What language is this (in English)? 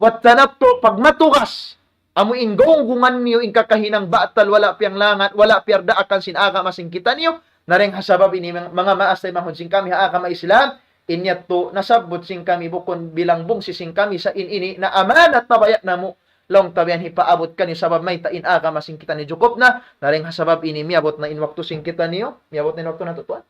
Tausug